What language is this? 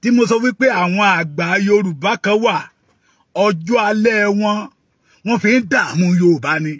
Yoruba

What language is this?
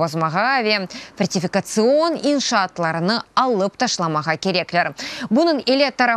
Crimean Tatar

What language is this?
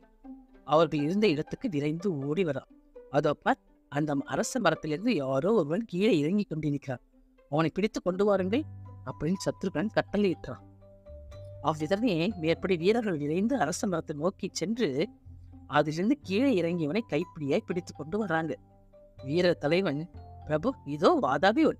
Tamil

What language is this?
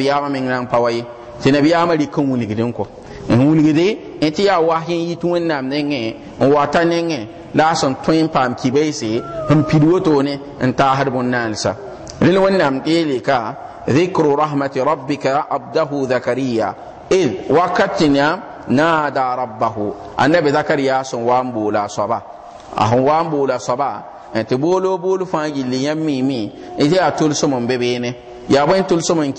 Mossi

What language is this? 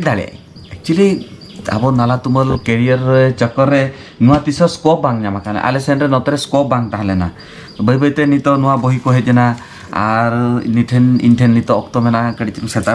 Santali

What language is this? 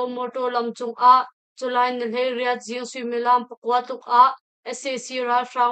Hakha Chin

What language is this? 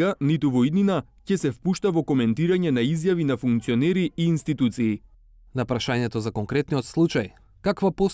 Macedonian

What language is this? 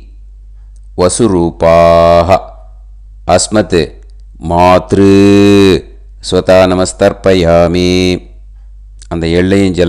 Tamil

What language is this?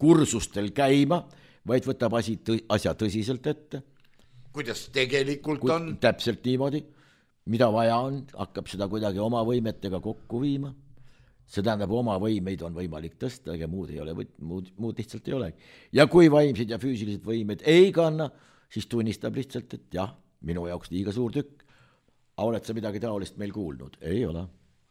Estonian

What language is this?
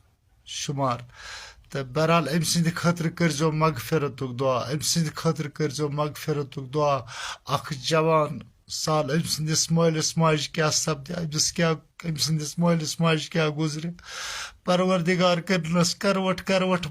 Kashmiri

